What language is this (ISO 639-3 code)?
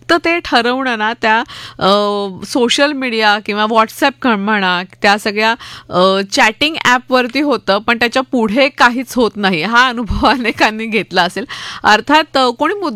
mar